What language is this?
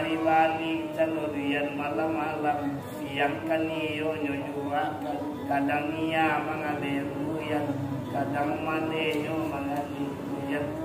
Minangkabau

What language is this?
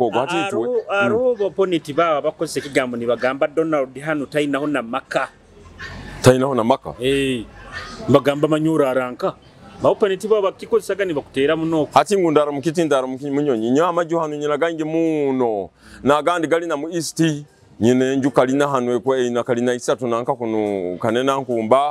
Nyoro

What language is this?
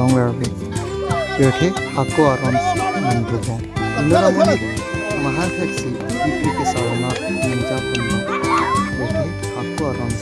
Karbi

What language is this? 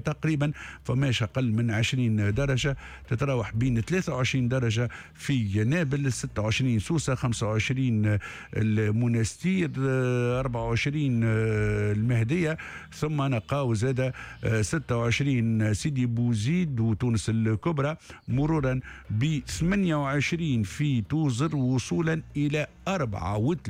Tunisian Arabic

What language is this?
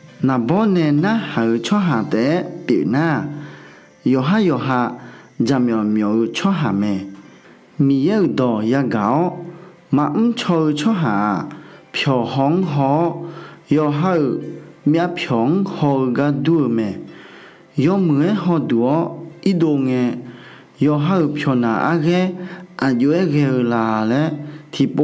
Akha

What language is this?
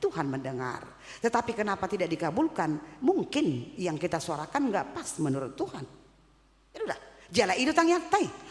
Batak Toba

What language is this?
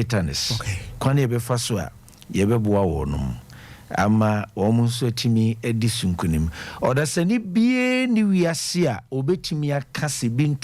Akan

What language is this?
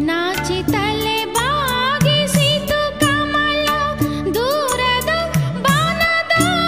Kannada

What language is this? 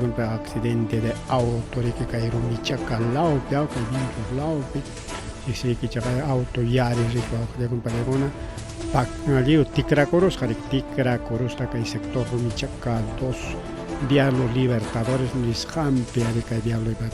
Ayacucho Quechua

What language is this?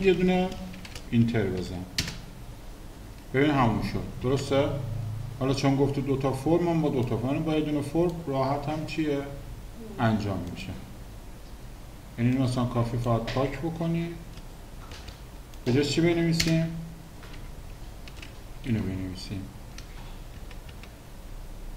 Persian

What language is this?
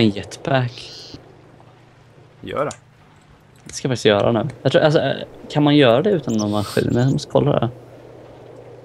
Swedish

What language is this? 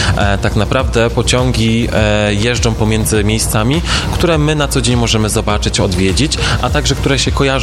Polish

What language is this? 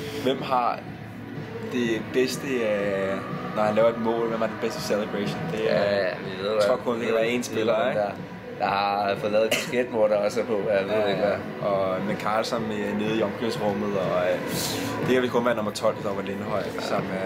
Danish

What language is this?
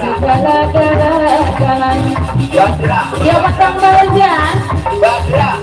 Betawi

